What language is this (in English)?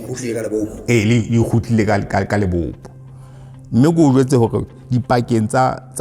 Southern Sotho